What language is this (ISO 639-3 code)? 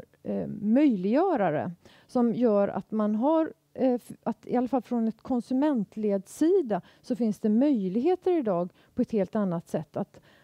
swe